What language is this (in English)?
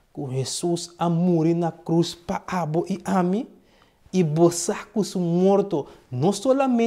Papiamento